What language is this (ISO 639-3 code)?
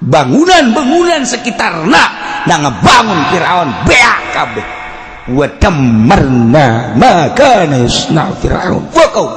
sun